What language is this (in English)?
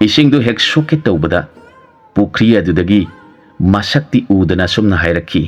Manipuri